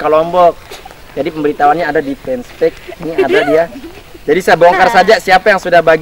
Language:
Sasak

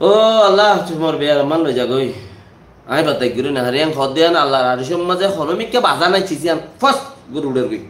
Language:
Rohingya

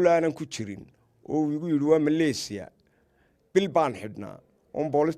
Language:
Somali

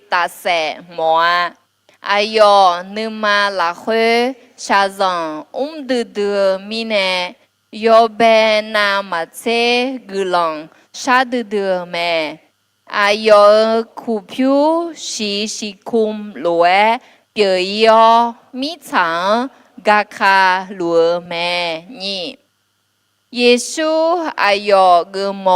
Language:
Akha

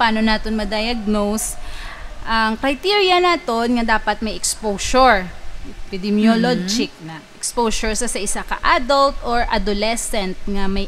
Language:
Hiligaynon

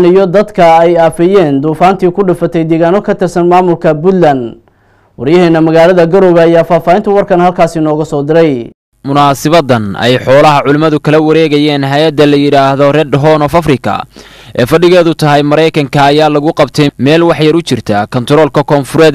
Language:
Somali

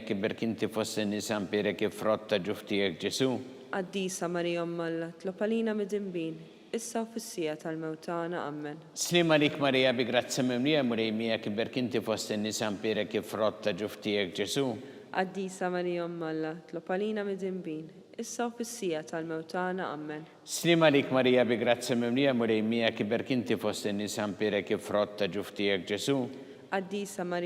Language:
Maltese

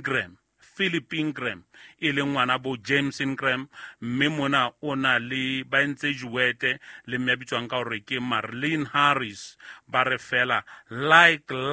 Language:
Southern Sotho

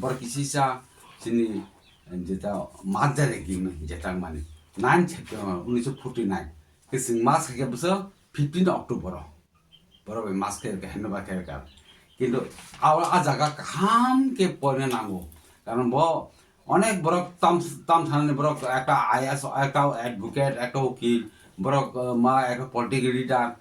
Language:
Kok Borok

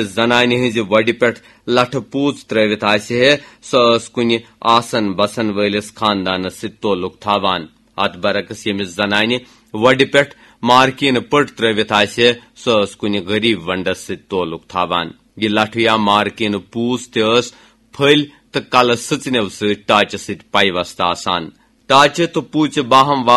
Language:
Kashmiri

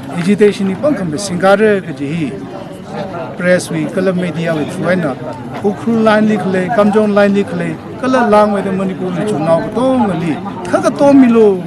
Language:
Tangkhul Naga (India)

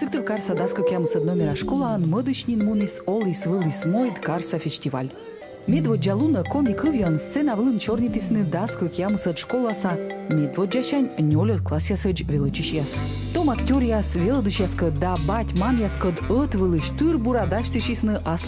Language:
Komi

